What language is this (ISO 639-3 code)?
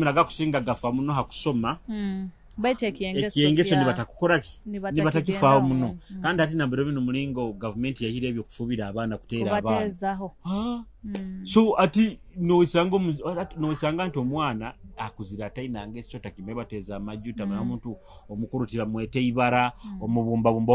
nyo